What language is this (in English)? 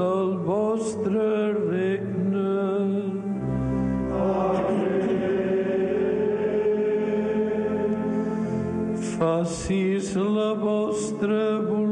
Catalan